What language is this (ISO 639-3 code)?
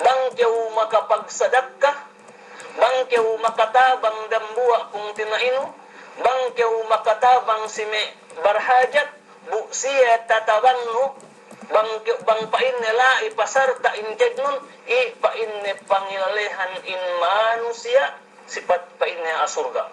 yka